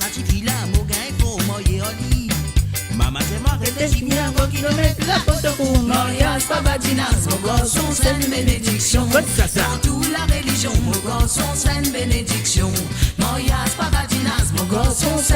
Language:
Morisyen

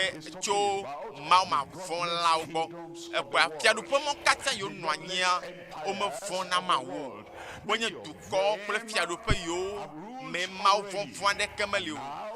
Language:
Ewe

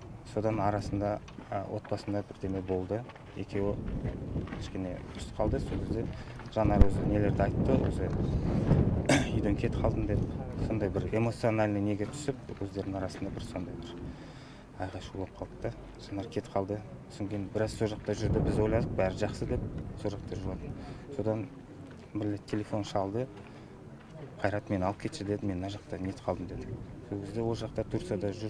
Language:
Kazakh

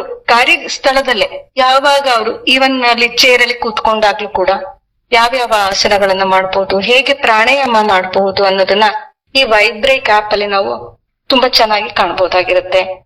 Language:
Kannada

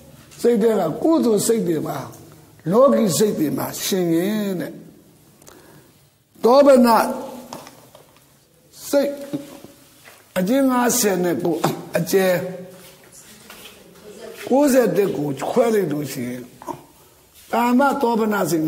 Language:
Burmese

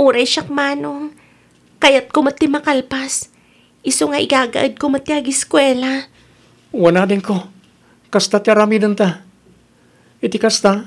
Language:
Iloko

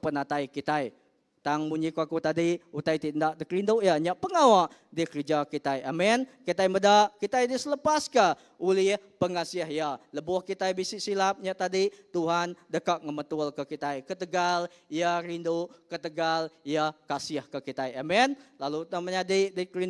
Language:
Iban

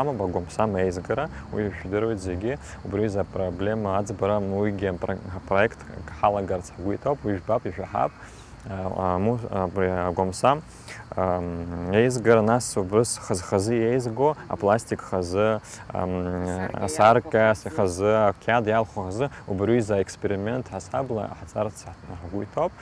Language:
Abkhazian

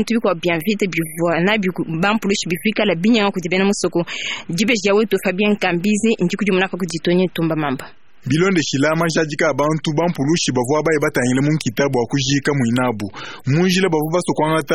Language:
Luba-Lulua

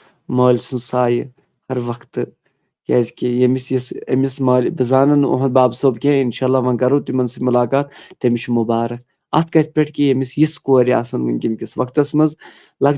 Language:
Kashmiri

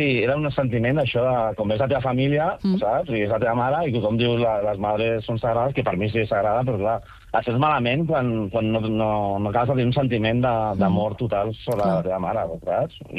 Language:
Catalan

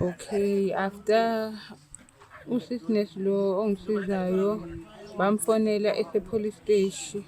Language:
Zulu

